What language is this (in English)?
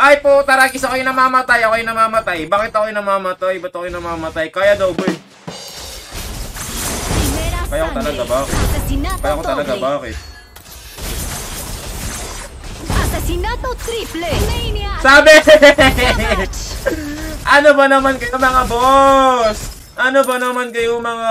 Filipino